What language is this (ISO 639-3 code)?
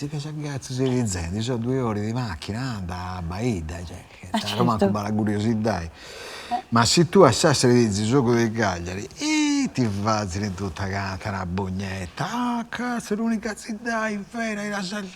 srd